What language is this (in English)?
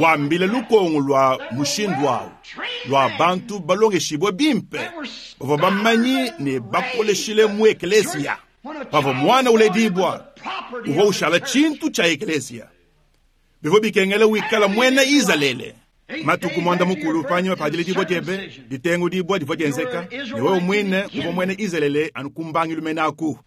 Luba-Lulua